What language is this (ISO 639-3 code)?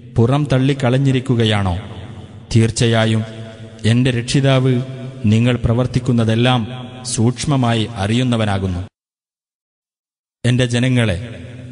mal